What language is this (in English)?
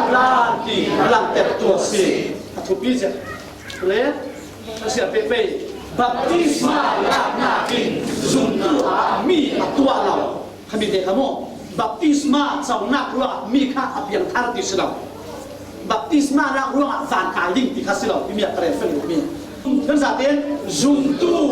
Falam Chin